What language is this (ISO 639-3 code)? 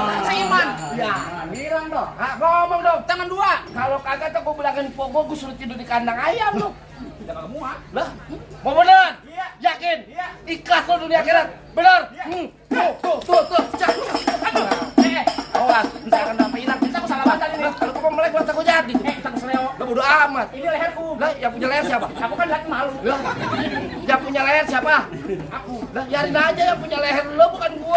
bew